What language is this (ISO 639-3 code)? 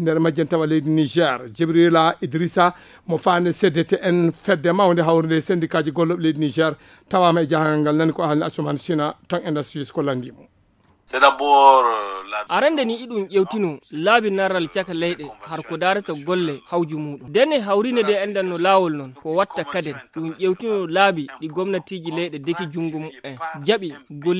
ful